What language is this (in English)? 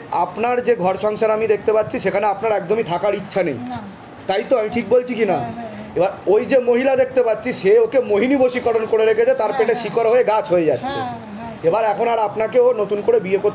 Bangla